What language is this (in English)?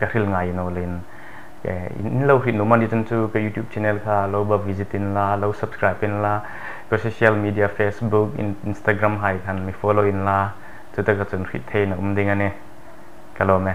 Hmar